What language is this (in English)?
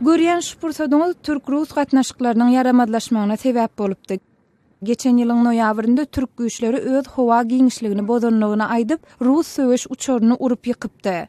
Turkmen